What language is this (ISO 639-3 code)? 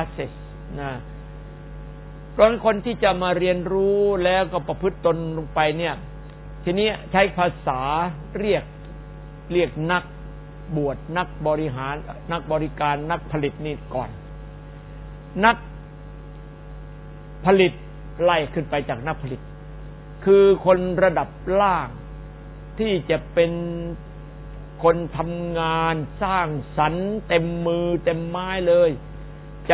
tha